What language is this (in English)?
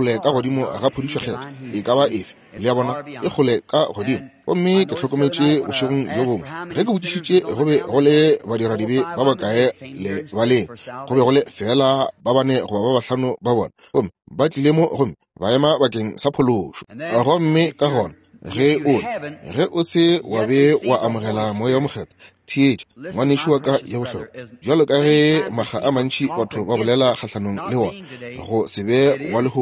Northern Sotho